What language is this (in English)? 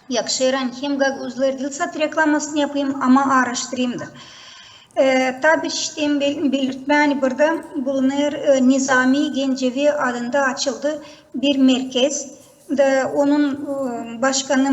Gagauz